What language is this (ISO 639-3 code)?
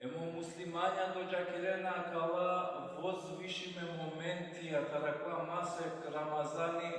rmn